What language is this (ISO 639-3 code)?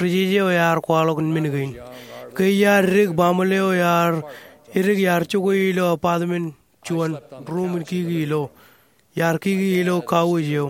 mah